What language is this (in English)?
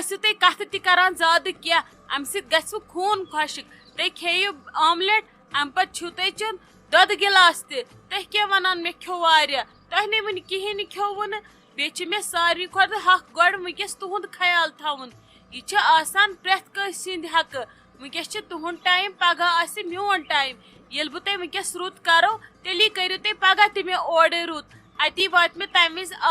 Kashmiri